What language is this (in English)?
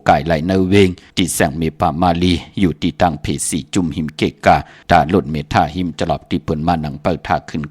Shan